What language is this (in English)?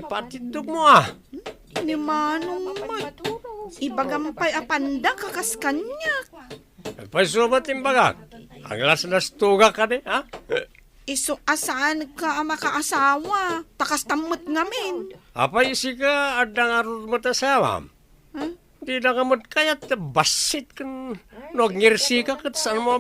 Iloko